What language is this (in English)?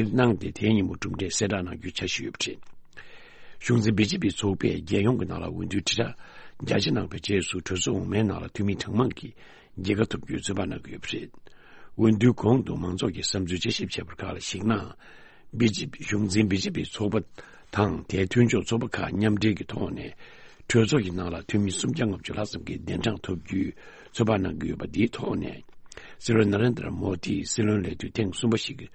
Tibetan